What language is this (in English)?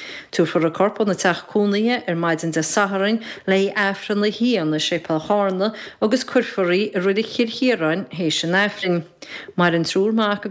Irish